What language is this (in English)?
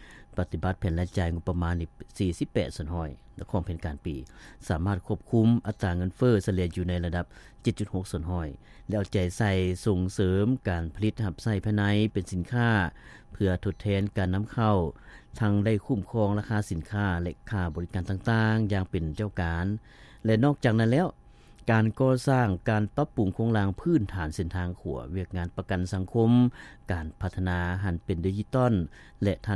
Lao